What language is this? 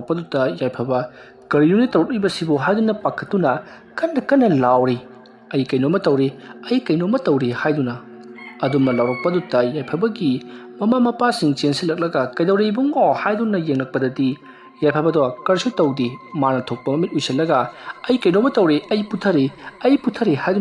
Manipuri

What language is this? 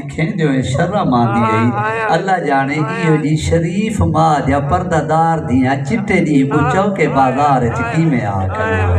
Saraiki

